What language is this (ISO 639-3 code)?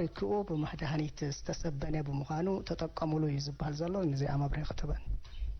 tir